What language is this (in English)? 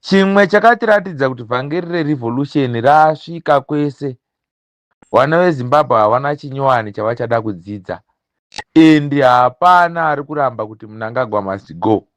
Shona